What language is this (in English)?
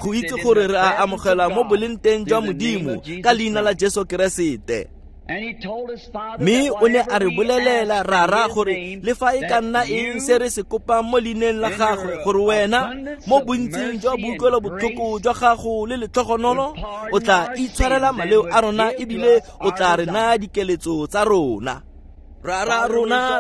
Tswana